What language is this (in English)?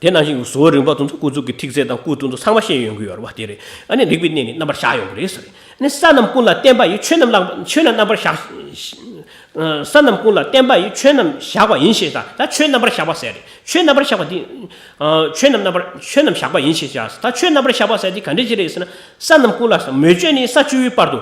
Tibetan